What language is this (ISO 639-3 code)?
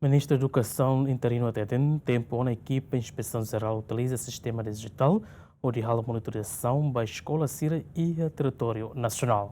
tet